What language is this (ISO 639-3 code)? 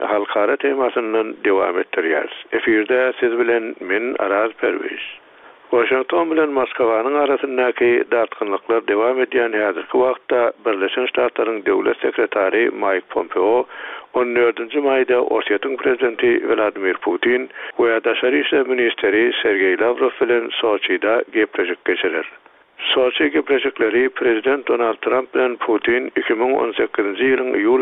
tuk